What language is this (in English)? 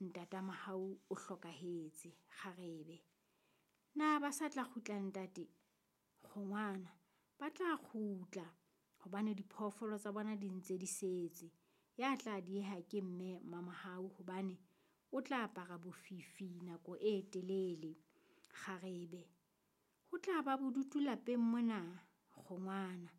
Southern Sotho